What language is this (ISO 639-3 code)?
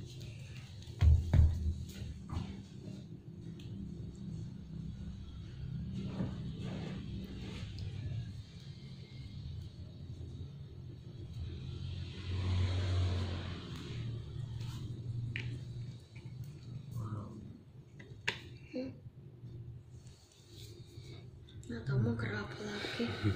ind